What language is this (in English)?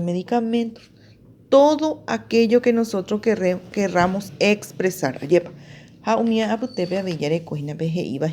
Guarani